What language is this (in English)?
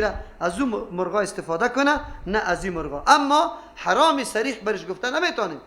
Persian